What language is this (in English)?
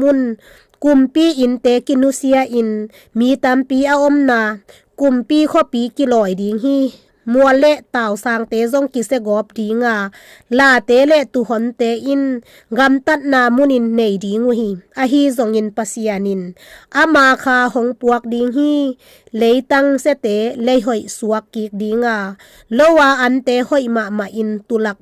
Tedim Chin